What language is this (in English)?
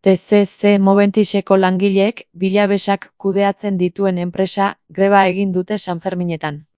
Basque